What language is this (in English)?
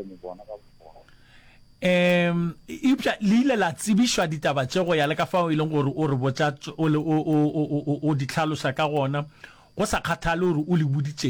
Northern Sotho